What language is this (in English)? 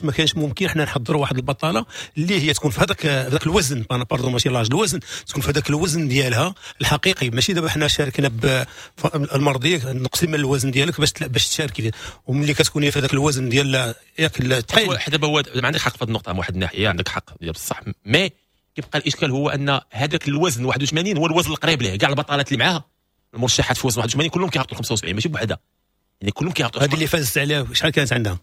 Moroccan Arabic